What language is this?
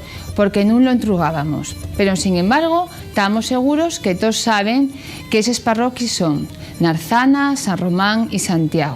Asturian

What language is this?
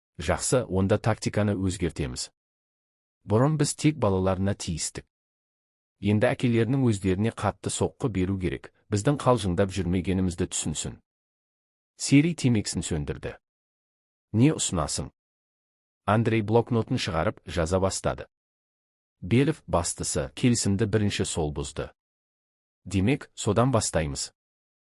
Kazakh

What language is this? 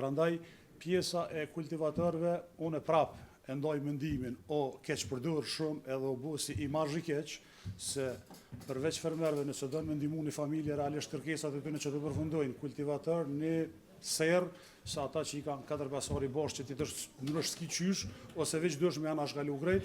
Albanian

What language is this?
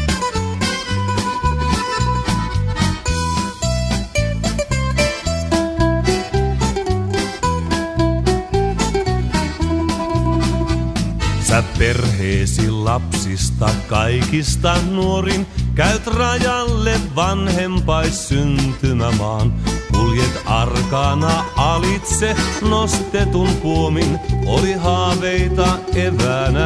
Finnish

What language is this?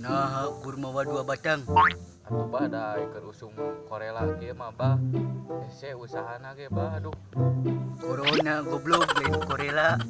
Sundanese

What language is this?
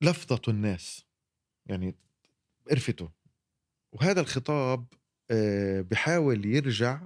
North Levantine Arabic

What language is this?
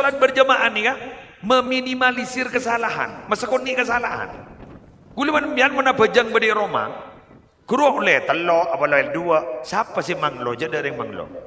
Madurese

